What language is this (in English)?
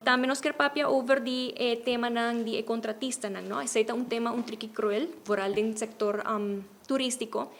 Papiamento